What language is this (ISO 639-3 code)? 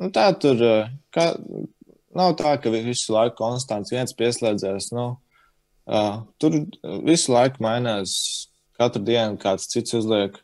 lav